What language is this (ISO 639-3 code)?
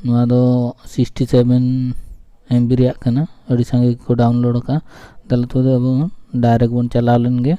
sat